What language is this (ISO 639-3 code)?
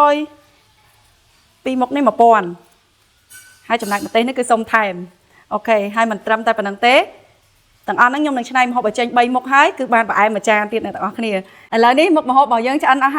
khm